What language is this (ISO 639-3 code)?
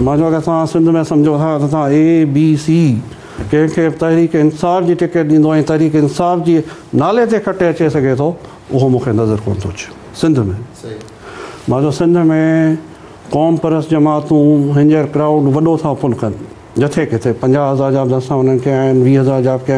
snd